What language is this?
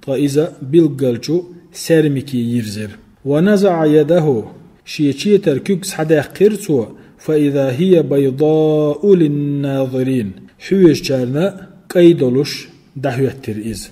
Chechen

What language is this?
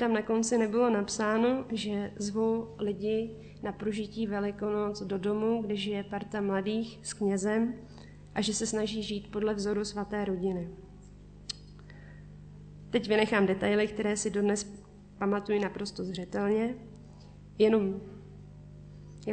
Czech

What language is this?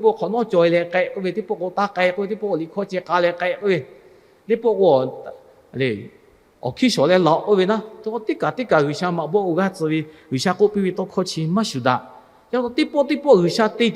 Lahu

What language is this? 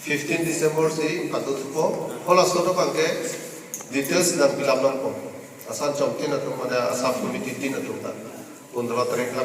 Karbi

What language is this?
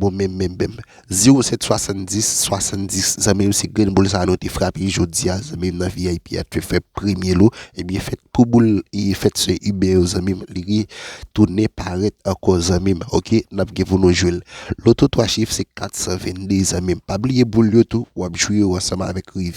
Haitian Creole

